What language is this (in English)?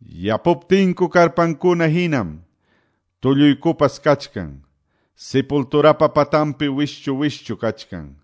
Quechua